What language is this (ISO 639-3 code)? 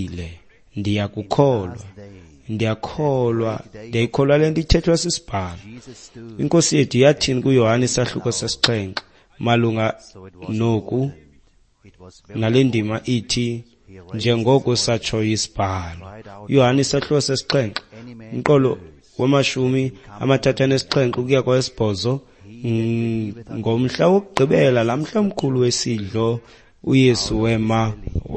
xho